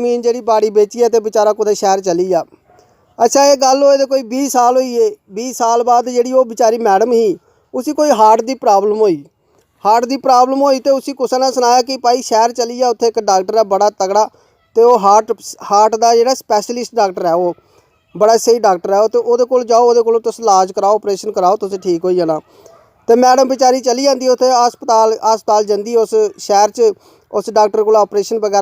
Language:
Dogri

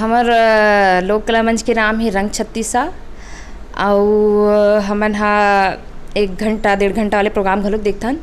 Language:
Chhattisgarhi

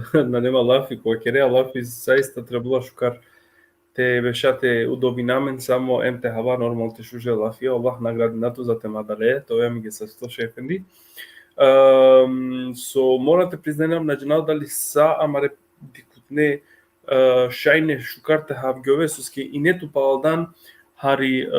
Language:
Balkan Romani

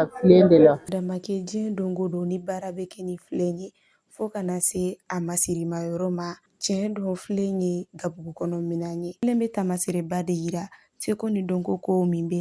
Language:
Bambara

